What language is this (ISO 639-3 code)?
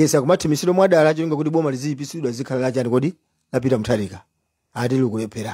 nya